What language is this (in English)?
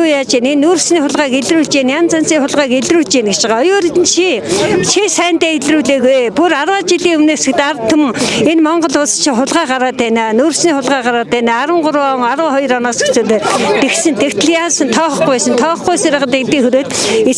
Mongolian